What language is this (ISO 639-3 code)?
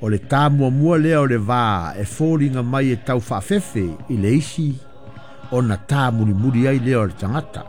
smo